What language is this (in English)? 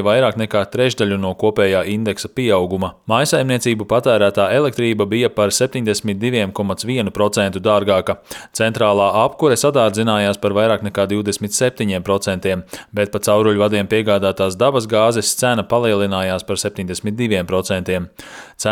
Latvian